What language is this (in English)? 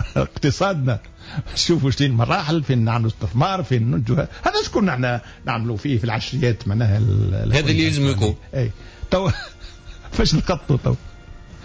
Tunisian Arabic